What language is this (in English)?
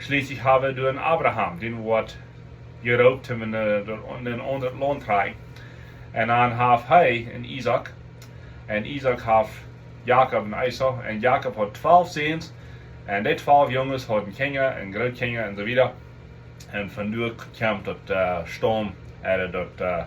Plautdietsch